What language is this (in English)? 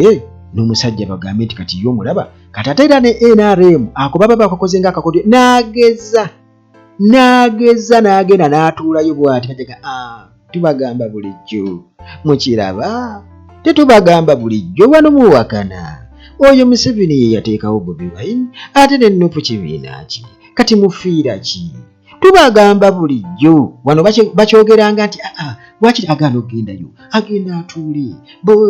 Ganda